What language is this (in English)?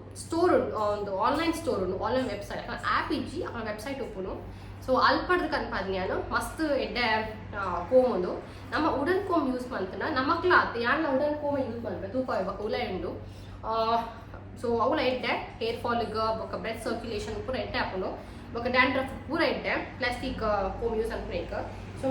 Tulu